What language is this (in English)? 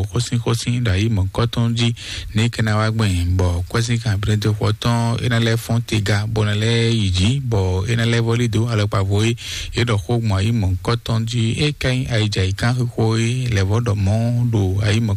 Fon